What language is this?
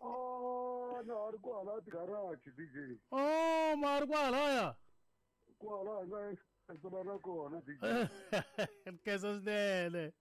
Tsonga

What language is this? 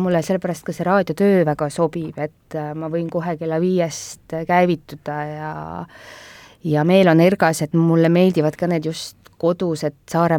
Estonian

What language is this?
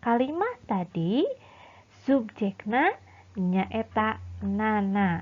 Sundanese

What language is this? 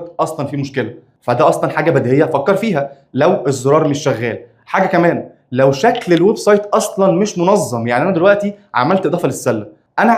Egyptian Arabic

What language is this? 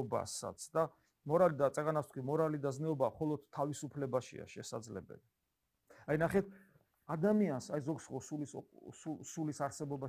Georgian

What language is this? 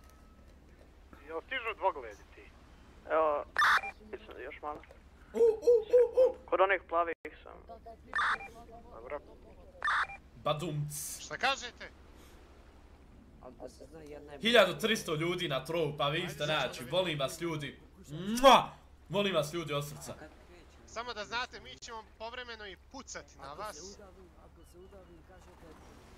Bosnian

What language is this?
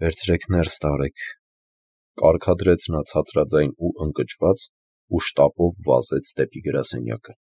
Armenian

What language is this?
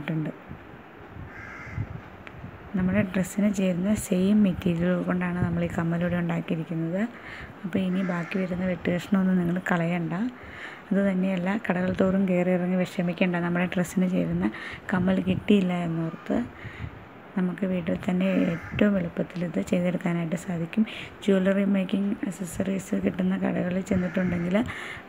Malayalam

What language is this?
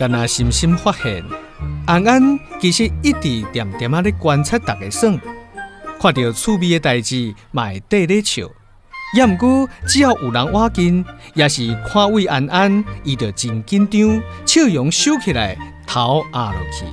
Min Nan Chinese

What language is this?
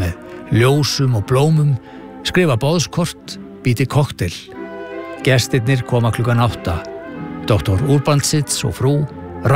Icelandic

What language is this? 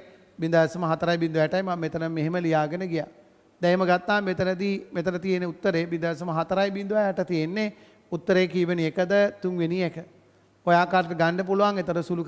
Sinhala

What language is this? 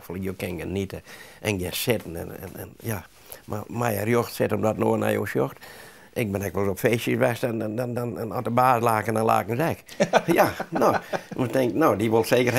Western Frisian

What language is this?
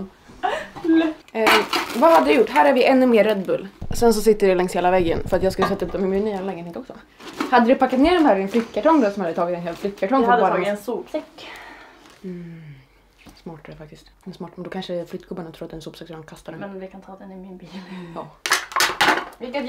Swedish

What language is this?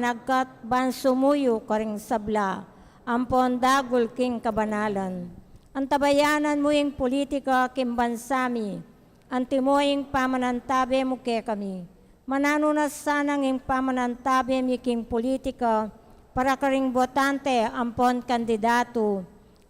Pampanga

